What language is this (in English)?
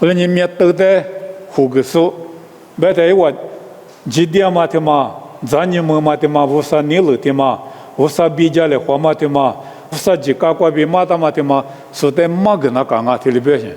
Lisu